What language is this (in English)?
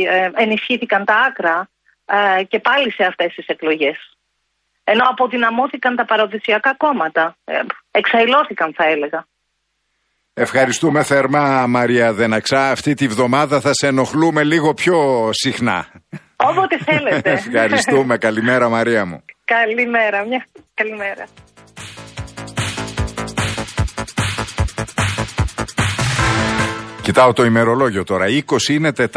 Greek